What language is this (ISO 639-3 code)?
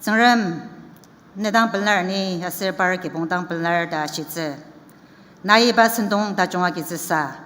njo